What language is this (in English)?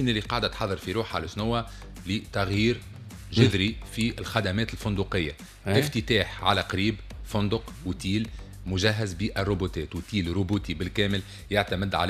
Tunisian Arabic